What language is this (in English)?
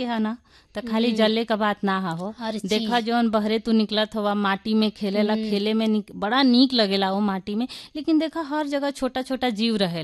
Bhojpuri